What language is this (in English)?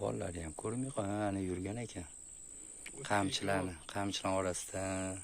Uzbek